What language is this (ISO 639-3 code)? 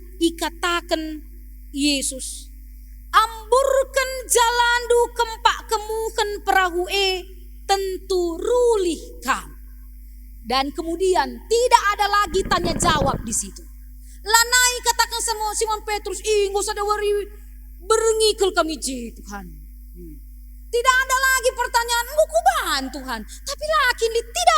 btx